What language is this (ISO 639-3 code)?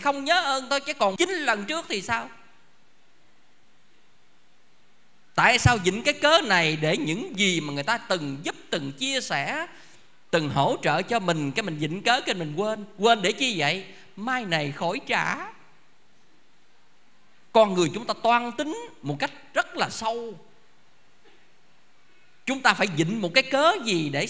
vie